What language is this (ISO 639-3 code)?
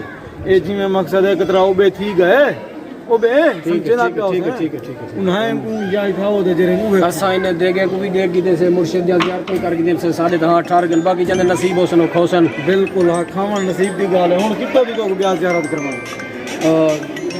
skr